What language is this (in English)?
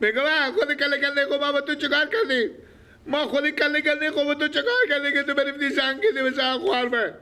Persian